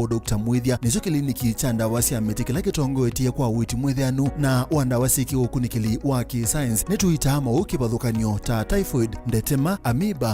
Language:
Kamba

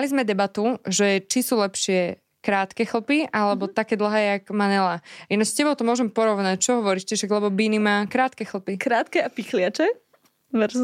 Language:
Slovak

